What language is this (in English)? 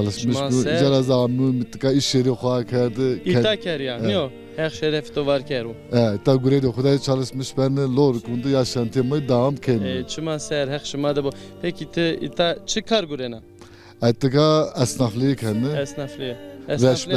Zaza